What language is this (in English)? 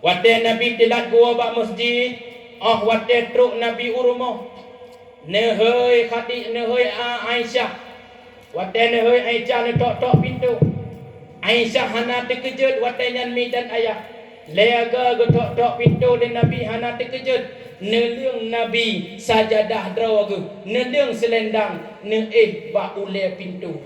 Achinese